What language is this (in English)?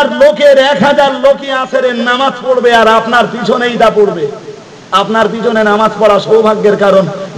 Bangla